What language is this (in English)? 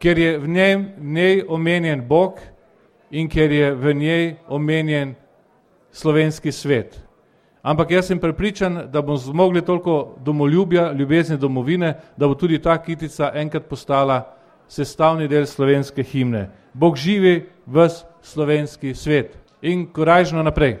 Slovenian